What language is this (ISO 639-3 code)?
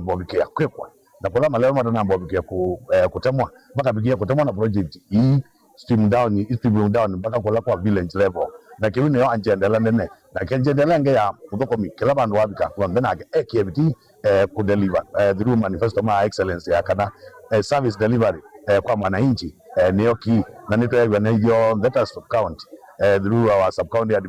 kam